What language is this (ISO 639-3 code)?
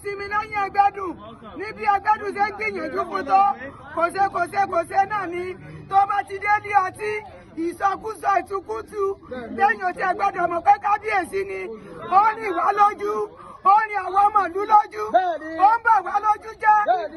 yor